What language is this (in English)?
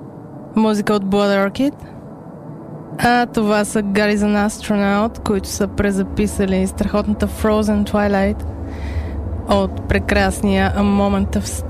Bulgarian